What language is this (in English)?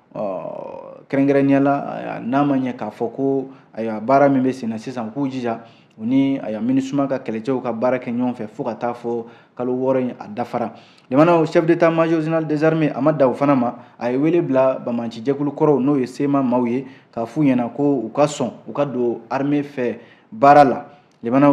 Bambara